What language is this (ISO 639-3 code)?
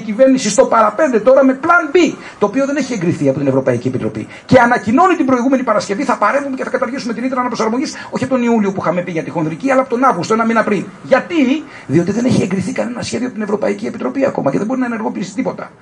ell